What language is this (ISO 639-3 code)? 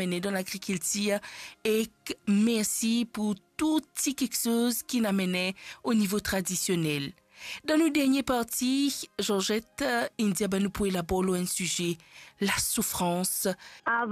mfe